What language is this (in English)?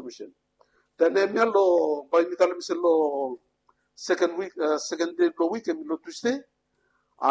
Bislama